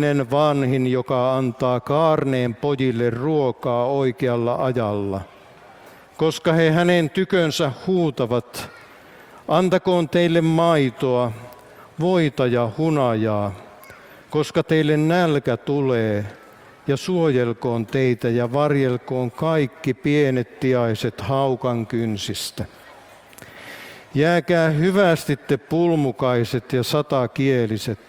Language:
Finnish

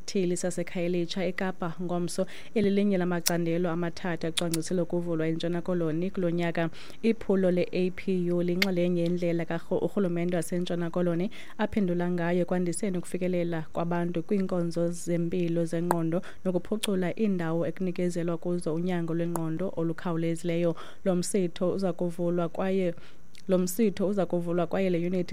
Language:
Xhosa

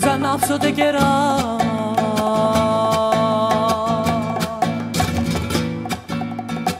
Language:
Greek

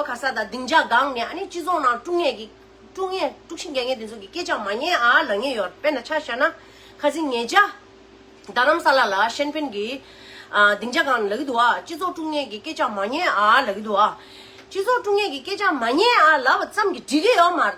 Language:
Tibetan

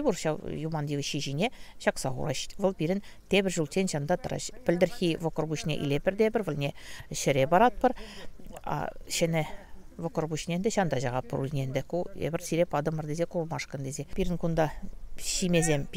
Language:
Chuvash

